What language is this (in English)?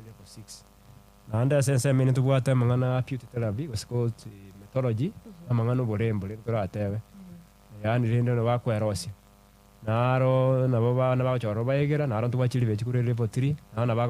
Gusii